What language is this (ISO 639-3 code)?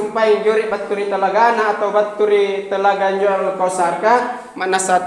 mak